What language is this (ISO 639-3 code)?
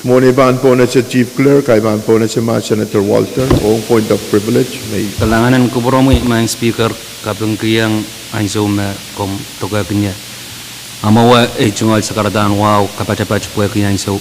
pon